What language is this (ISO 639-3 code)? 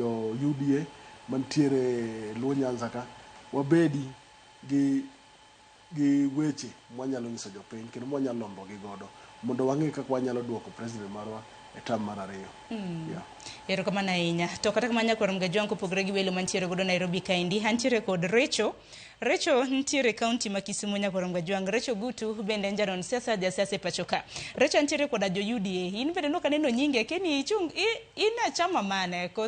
luo